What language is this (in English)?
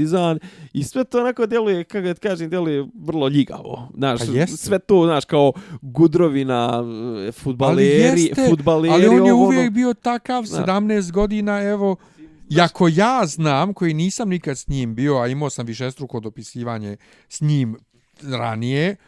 Bosnian